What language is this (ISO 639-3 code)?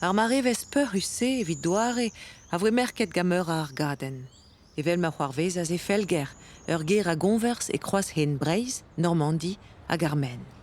bre